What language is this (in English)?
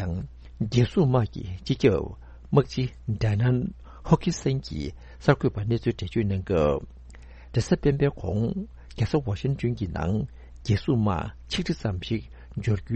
Tibetan